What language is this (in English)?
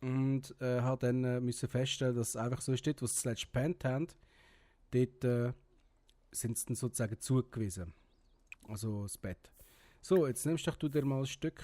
Swiss German